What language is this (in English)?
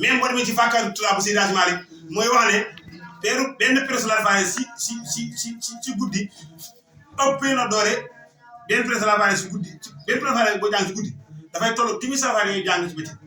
Wolof